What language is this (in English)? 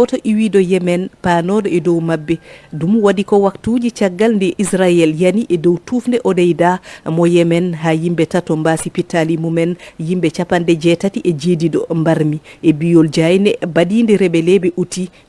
Fula